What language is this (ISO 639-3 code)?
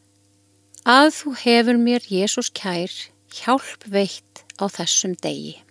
isl